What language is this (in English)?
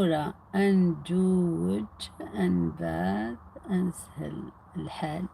Algerian Arabic